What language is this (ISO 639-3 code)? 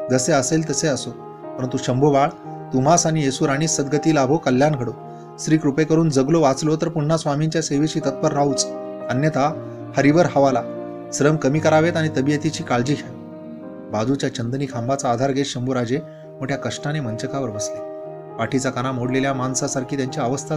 mar